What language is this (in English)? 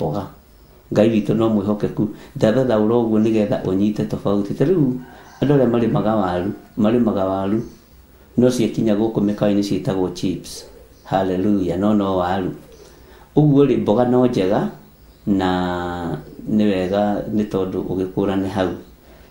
Kikuyu